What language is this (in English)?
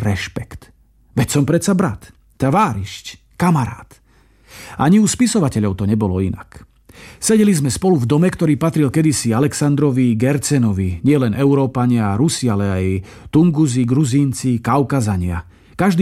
Slovak